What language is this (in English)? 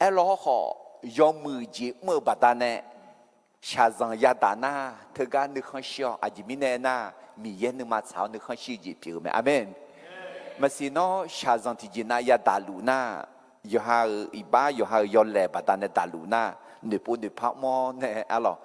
Akha